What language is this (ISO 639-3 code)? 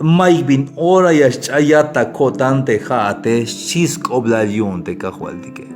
tzh